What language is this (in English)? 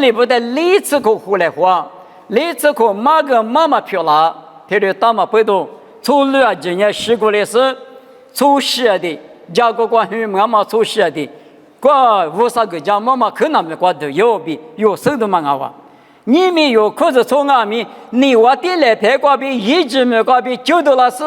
Lisu